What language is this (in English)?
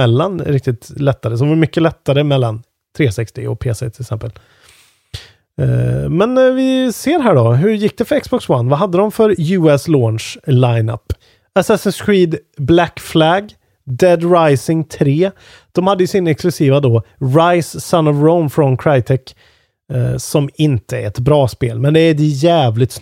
Swedish